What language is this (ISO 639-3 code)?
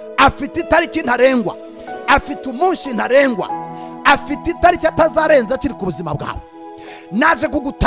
kin